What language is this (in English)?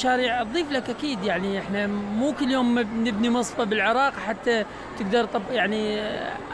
Mesopotamian Arabic